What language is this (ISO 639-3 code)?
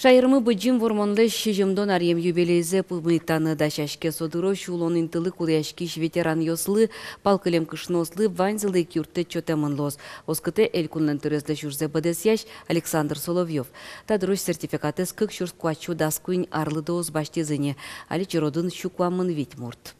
udm